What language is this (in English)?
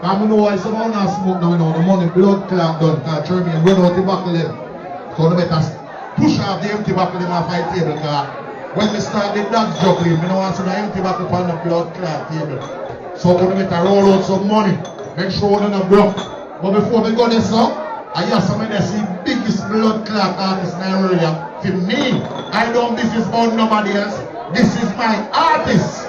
Jamaican Creole English